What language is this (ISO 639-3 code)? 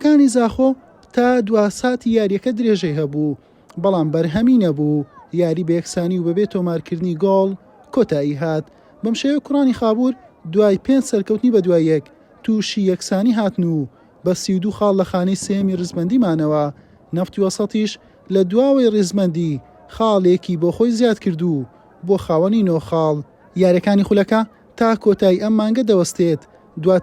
ckb